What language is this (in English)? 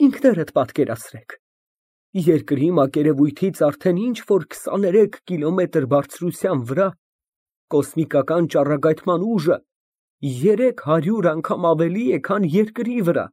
Armenian